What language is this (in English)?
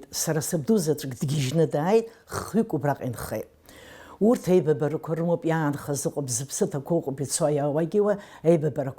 Abkhazian